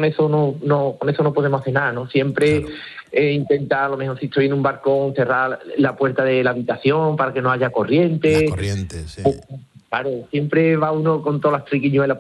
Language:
Spanish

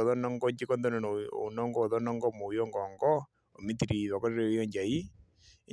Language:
Herero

